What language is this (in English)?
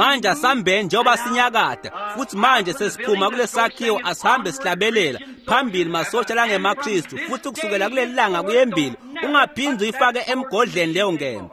Swati